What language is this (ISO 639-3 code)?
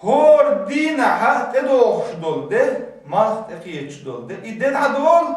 che